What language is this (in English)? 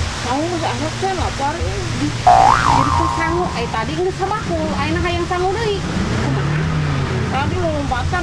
Sundanese